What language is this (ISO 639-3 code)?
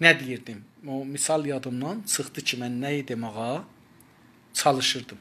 azb